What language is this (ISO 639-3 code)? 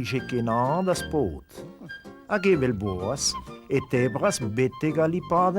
bre